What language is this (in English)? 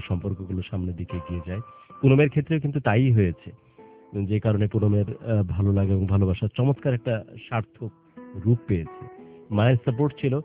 Bangla